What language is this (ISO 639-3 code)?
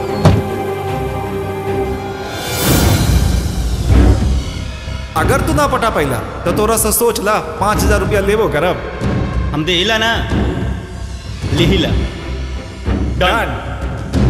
bho